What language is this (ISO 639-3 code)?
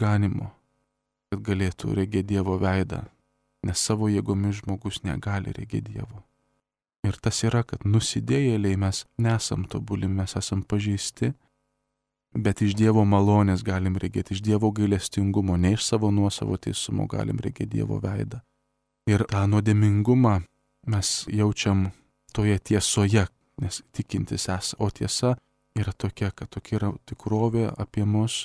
lit